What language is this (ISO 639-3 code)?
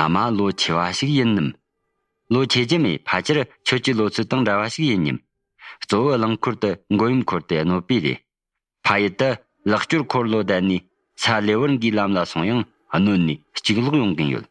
bod